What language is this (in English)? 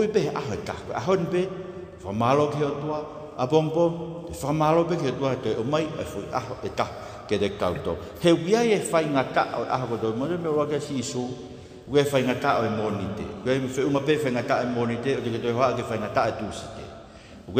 Tongan